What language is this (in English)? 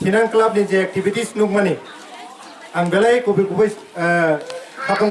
Kok Borok